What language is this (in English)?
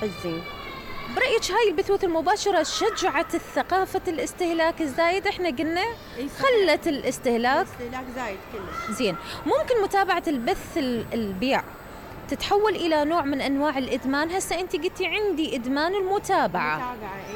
Mesopotamian Arabic